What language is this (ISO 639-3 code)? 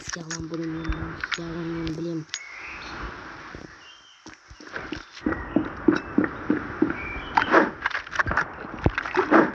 kaz